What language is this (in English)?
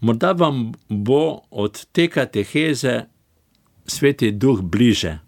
Slovenian